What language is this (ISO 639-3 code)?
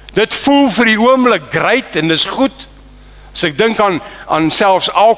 afr